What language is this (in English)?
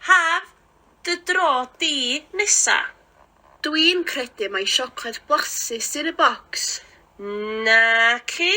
Welsh